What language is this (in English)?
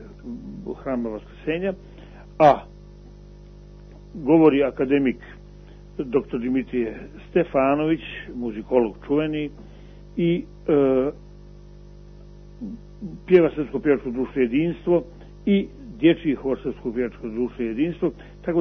Serbian